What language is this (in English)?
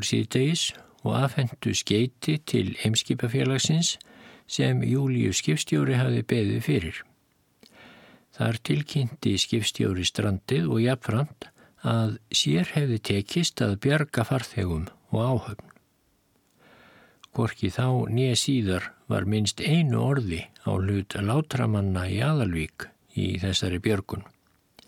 Icelandic